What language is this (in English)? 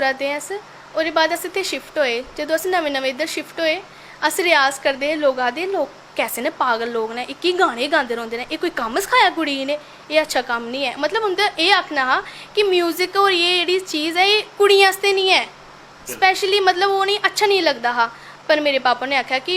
Dogri